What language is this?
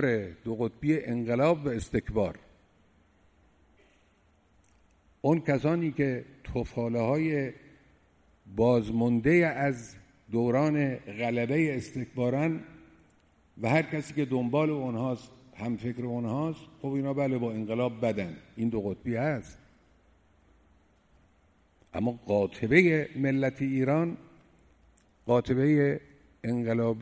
Persian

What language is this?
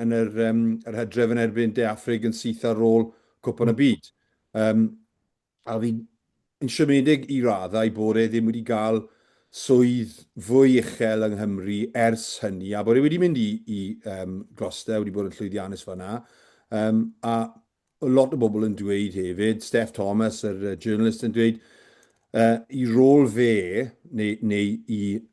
Welsh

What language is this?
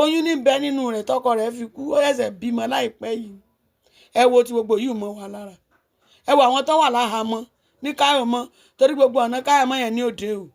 Yoruba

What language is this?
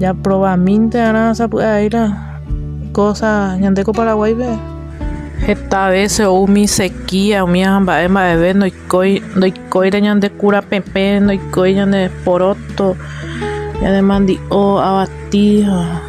Guarani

